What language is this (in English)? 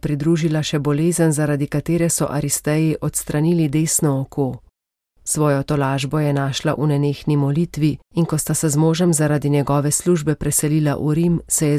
Slovenian